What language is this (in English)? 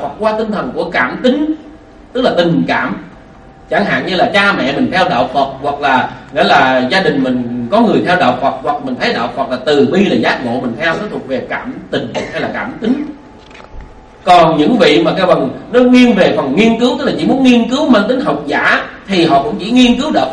Vietnamese